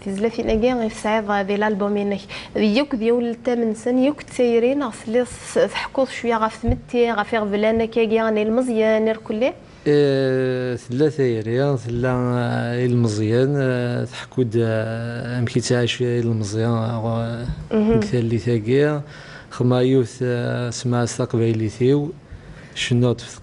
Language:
Kabyle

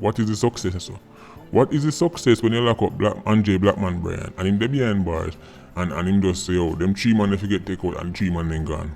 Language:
Jamaican Creole English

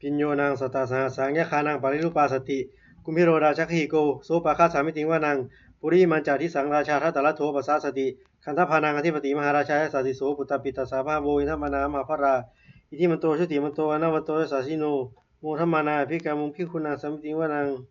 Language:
Pali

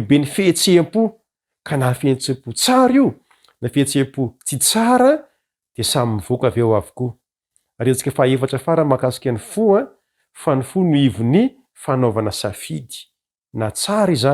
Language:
Malagasy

